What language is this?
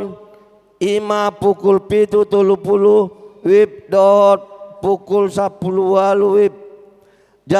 Batak Toba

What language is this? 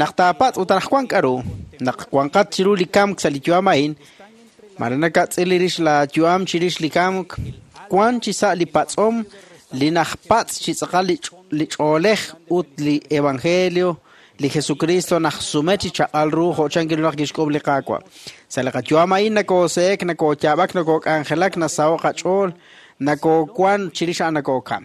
Kekchí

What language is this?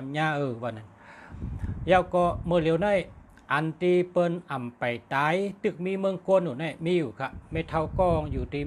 Shan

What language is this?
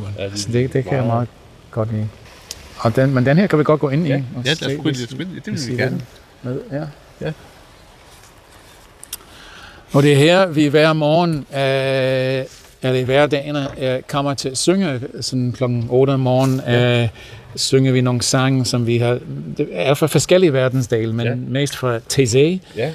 Danish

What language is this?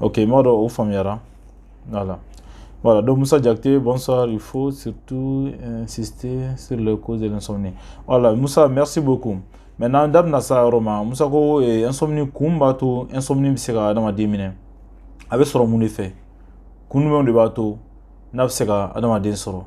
Bambara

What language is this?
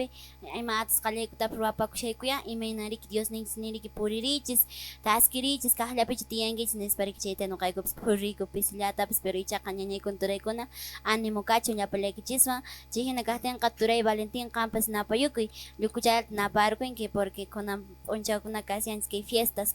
Quechua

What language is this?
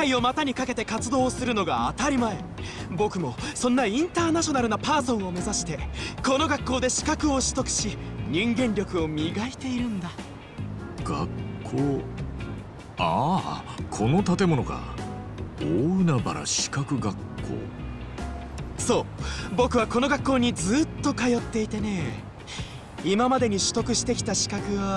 Japanese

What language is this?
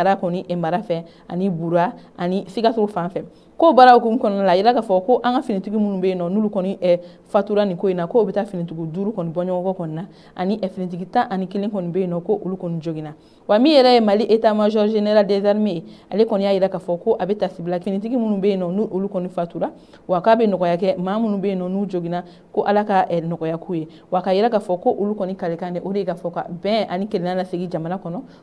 Bambara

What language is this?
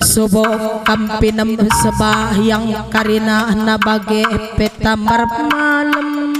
Batak Karo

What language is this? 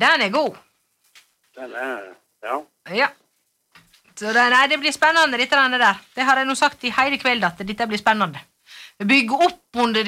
Norwegian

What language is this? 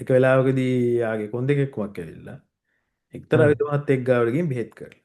Sinhala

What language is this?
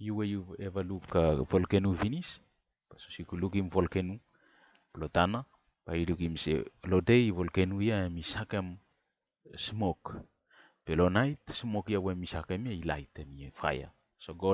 Bislama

